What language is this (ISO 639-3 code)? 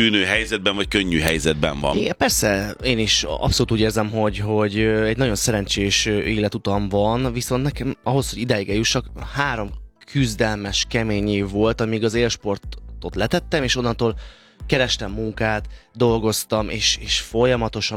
hun